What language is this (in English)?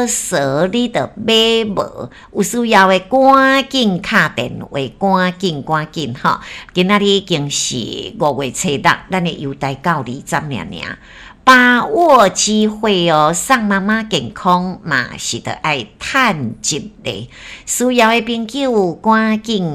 Min Nan Chinese